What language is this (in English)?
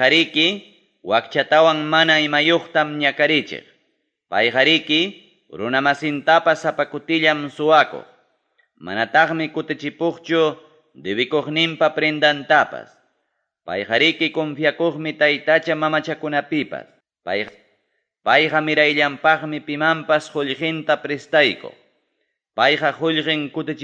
Ayacucho Quechua